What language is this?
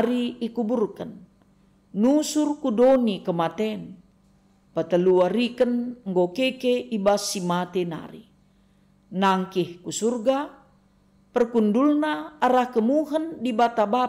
Batak Karo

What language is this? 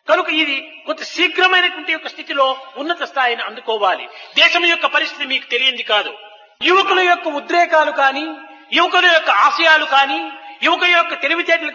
Telugu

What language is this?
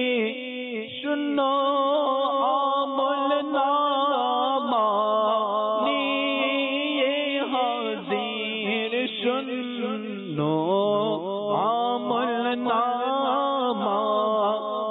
Bangla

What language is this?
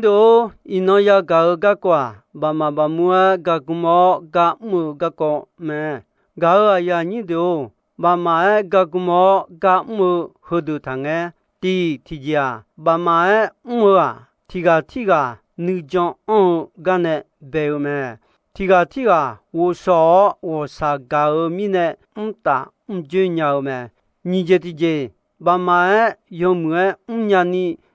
Akha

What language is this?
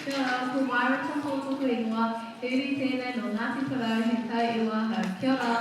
Māori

